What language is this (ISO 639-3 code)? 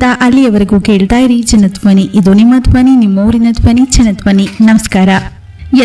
kan